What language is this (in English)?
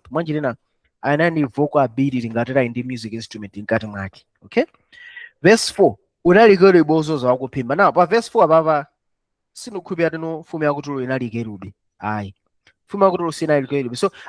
Nyanja